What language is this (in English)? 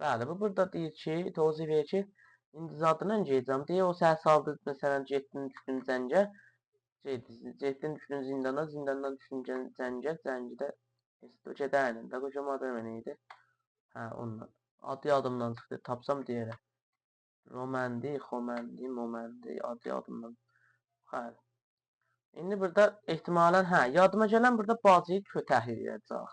South Azerbaijani